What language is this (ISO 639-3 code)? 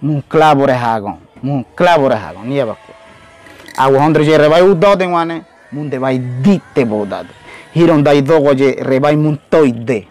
gym